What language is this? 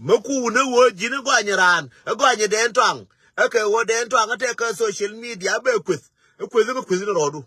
Nuer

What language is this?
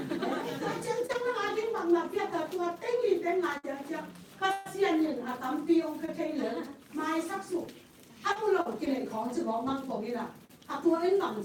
Tedim Chin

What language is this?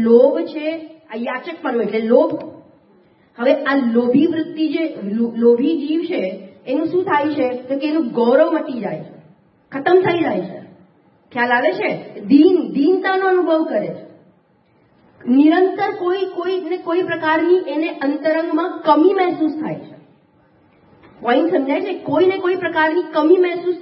Gujarati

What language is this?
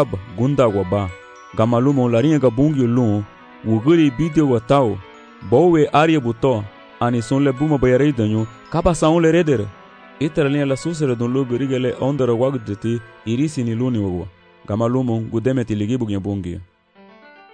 Garifuna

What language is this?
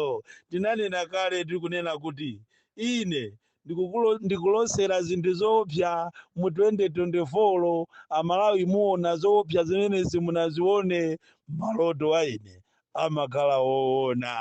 Nyanja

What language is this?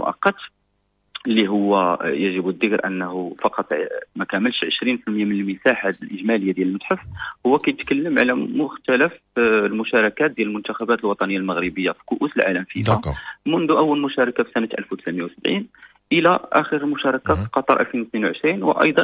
Moroccan Arabic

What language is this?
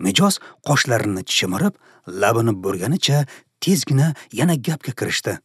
Uzbek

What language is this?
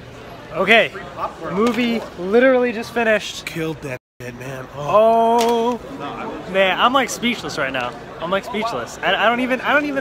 English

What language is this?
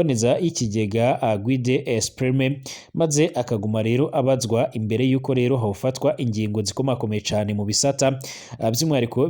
Rundi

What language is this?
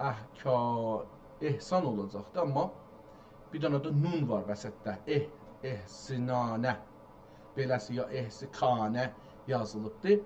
South Azerbaijani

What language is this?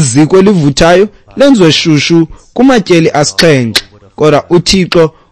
Xhosa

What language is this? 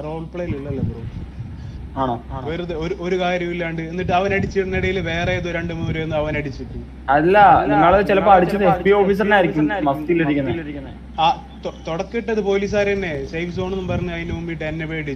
Malayalam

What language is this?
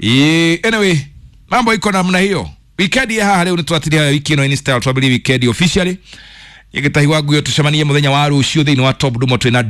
Kikuyu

